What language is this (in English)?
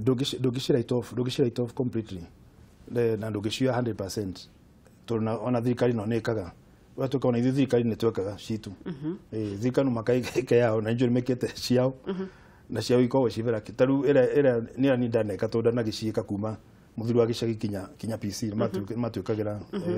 Kikuyu